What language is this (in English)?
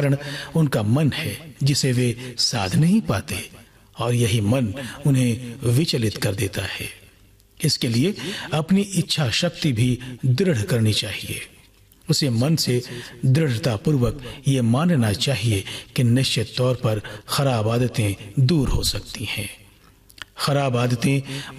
Hindi